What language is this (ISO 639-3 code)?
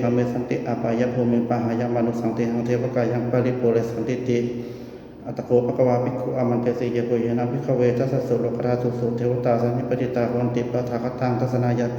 pli